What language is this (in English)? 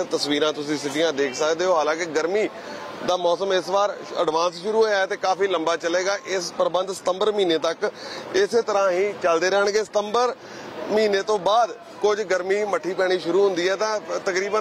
Punjabi